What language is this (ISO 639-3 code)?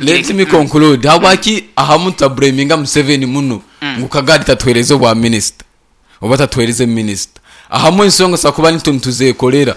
nyn